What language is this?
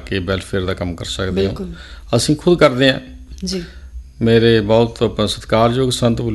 Punjabi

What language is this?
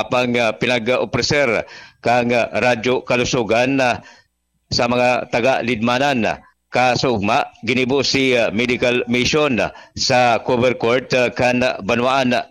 Bikol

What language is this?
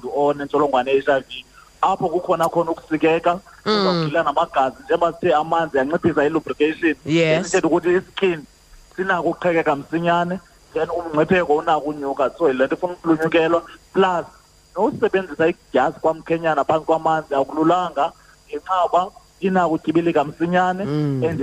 Xhosa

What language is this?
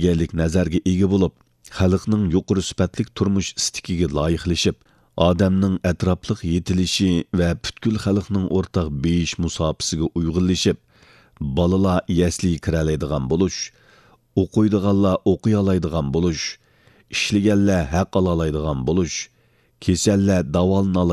Uyghur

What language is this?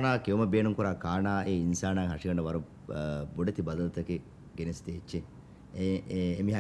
Divehi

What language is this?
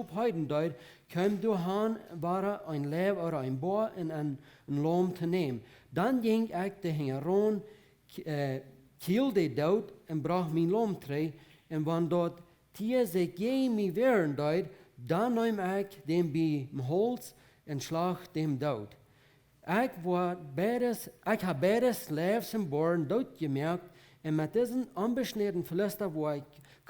Plautdietsch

